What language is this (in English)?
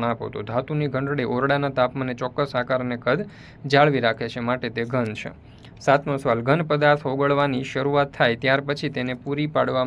Gujarati